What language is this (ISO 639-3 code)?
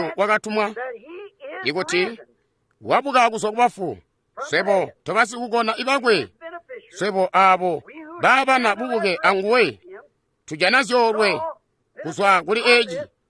toi